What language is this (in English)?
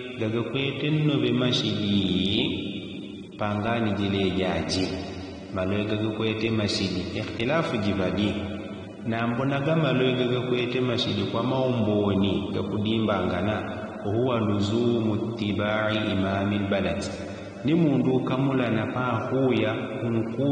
Yao